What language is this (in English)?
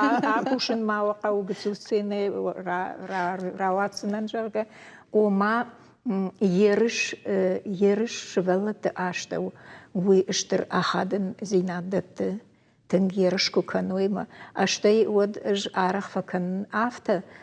Ossetic